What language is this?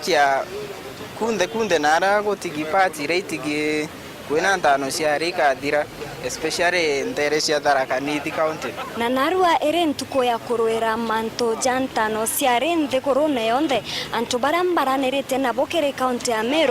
Meru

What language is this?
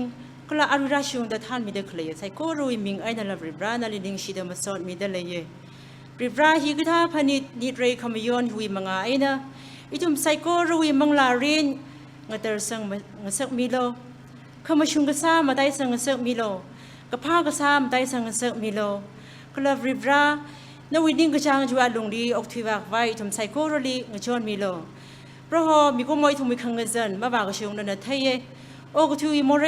Tangkhul Naga (India)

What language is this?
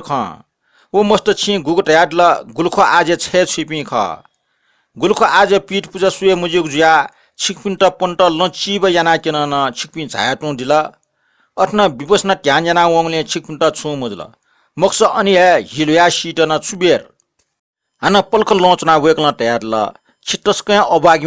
Newari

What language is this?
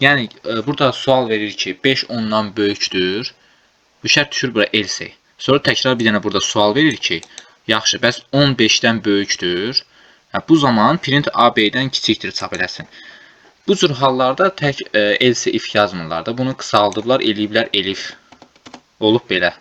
Azerbaijani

